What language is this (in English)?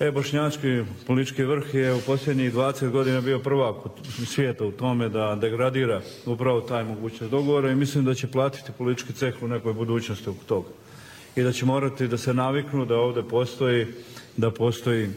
Bosnian